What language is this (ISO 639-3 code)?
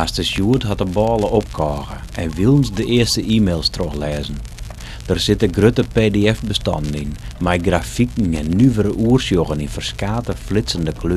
fry